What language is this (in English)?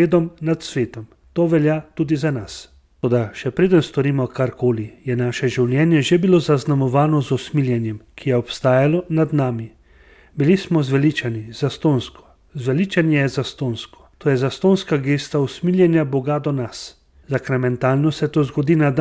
Slovenian